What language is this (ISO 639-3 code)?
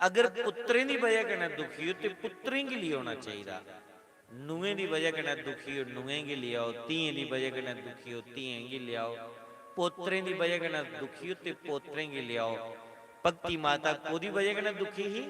doi